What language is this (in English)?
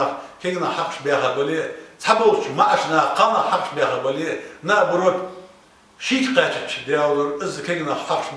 Ingush